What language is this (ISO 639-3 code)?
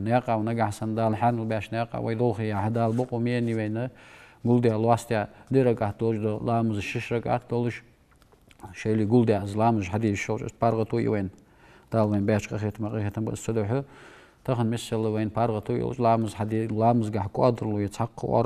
inh